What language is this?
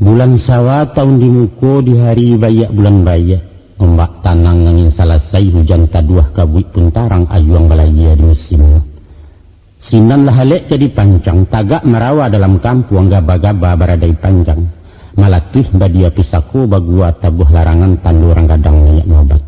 Minangkabau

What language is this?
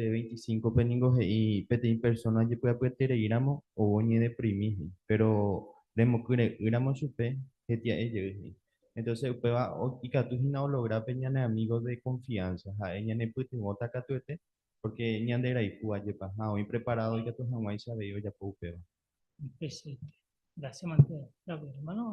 Guarani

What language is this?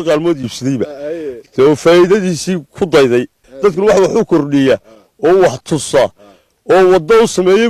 Somali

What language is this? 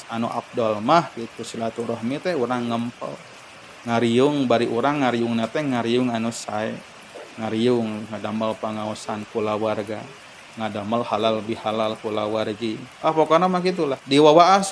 Sundanese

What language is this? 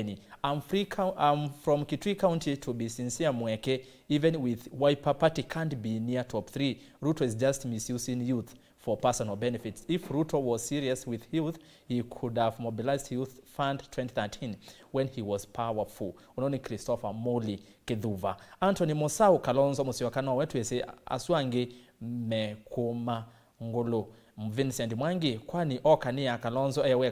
Kamba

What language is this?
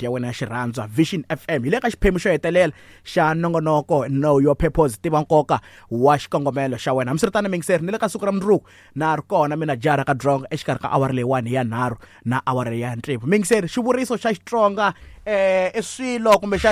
Tsonga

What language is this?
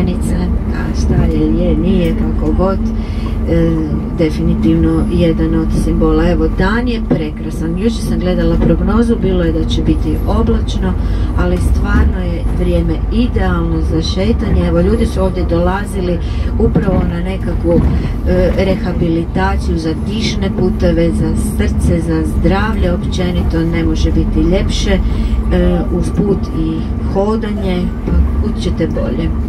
Croatian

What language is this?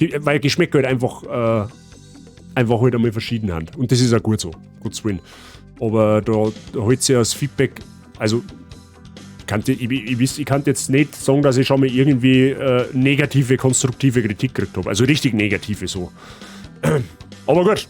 Bavarian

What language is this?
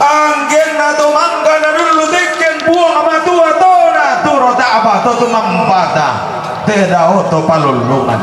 Toraja-Sa'dan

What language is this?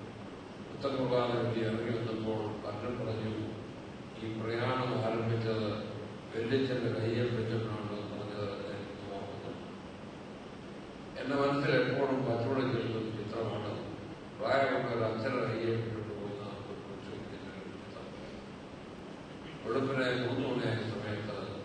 Malayalam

